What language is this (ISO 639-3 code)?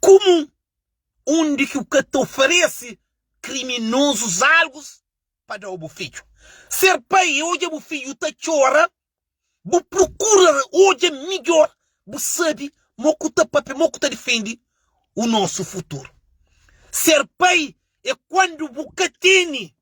kea